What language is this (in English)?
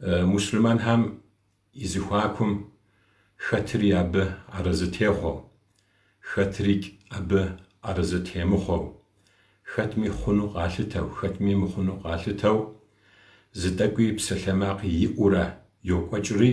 Kabardian